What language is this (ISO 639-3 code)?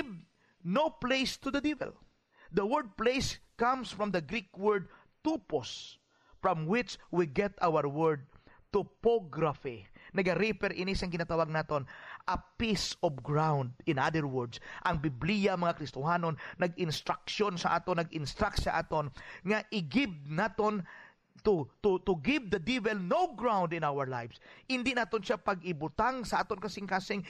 hil